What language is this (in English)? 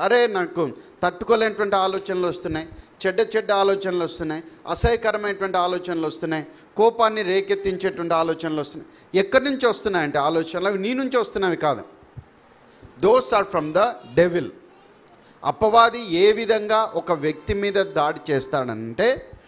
Telugu